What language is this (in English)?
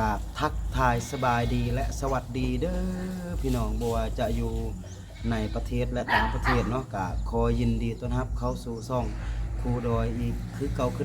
Lao